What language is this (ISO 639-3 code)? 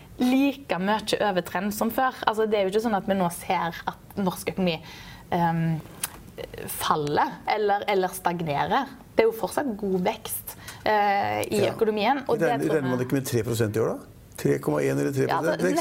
nor